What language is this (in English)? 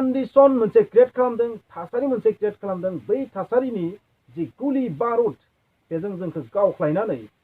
Bodo